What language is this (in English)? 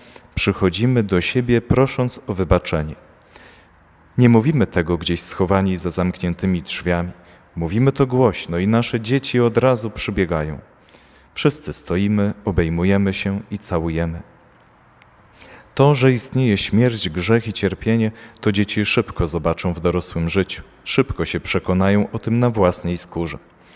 Polish